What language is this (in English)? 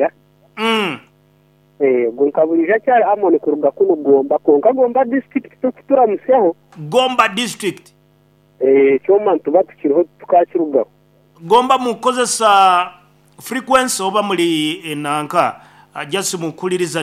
Nyoro